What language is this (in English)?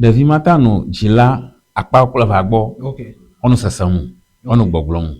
Ewe